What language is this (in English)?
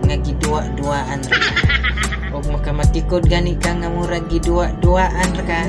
Cebuano